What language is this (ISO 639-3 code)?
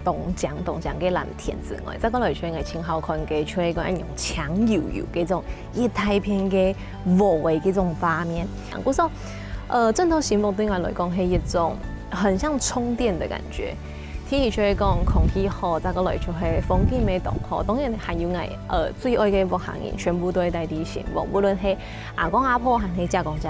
hak